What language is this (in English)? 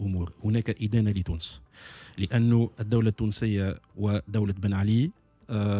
Tunisian Arabic